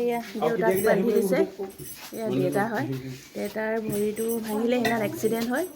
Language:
Assamese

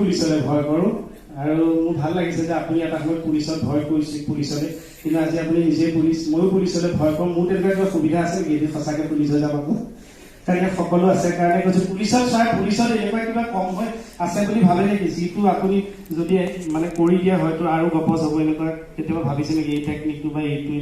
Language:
Assamese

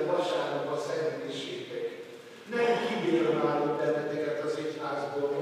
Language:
Hungarian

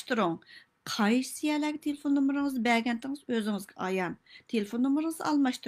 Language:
Uyghur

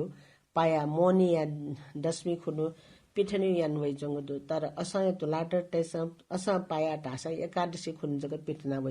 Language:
Newari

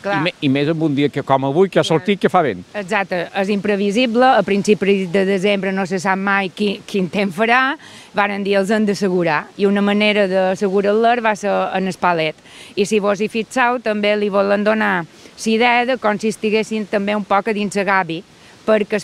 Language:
Catalan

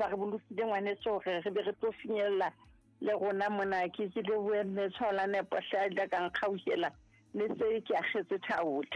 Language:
Southern Sotho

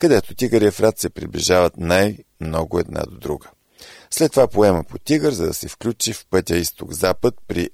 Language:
Bulgarian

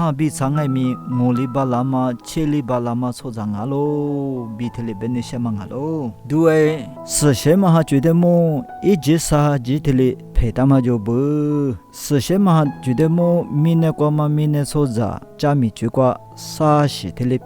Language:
Lisu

